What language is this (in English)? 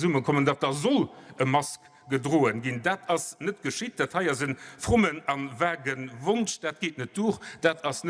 Luxembourgish